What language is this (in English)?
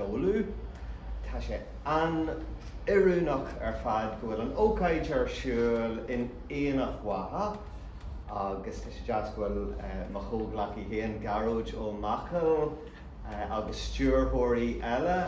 Irish